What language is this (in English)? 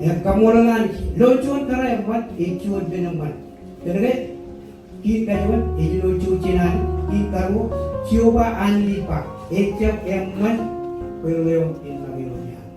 Marshallese